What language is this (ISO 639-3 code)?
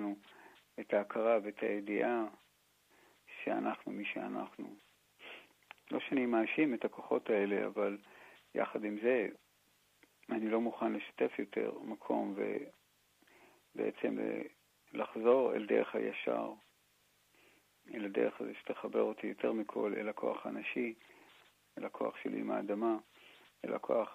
heb